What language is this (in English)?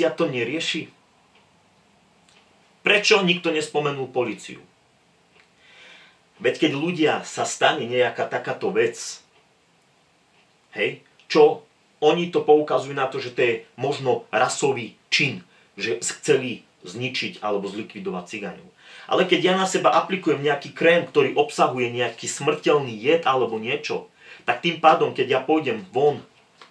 Slovak